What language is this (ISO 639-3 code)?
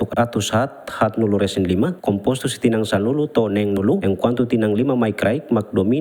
tet